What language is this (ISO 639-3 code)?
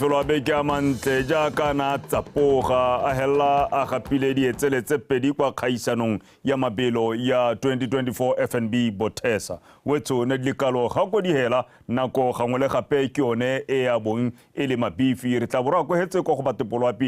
tsn